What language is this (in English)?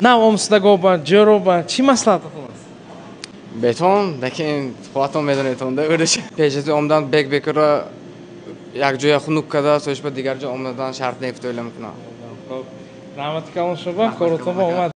Tajik